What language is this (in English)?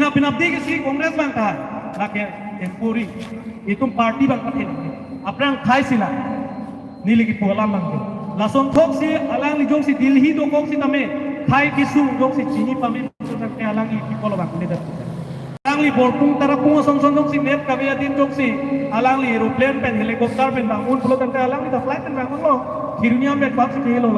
Karbi